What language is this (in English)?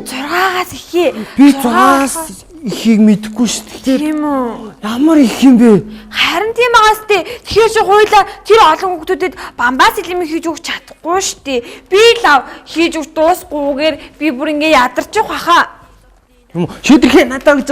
Mongolian